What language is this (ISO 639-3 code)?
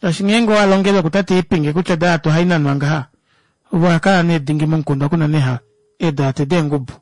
kua